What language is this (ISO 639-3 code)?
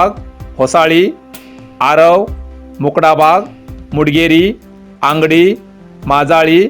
kok